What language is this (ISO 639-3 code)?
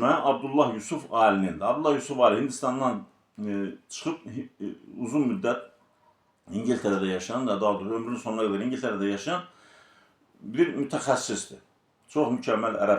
aze